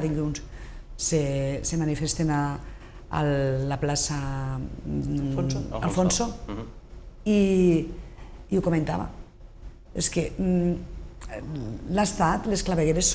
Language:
Catalan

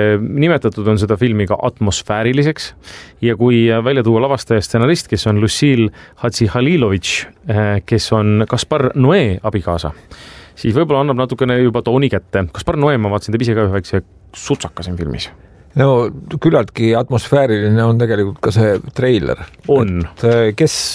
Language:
Estonian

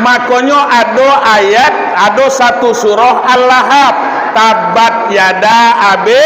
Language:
Minangkabau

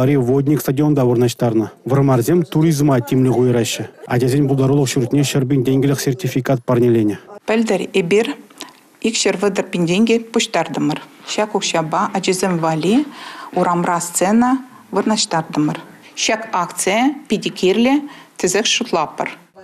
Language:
Chuvash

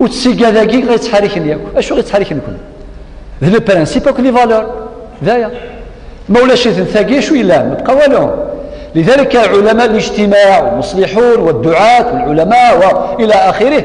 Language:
Kabyle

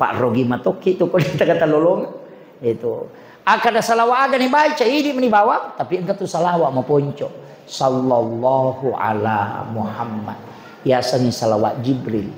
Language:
Buginese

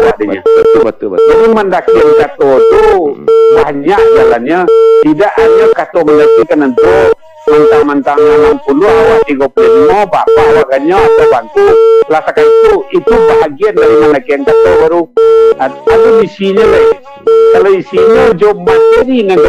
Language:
Minangkabau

